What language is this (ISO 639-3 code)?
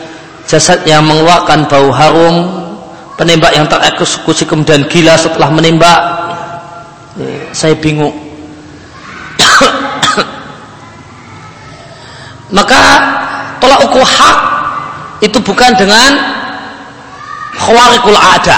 ind